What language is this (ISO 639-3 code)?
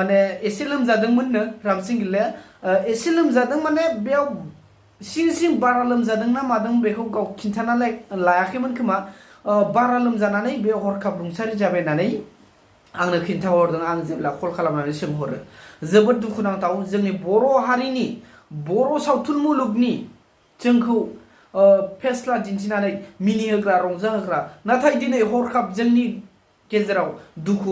brx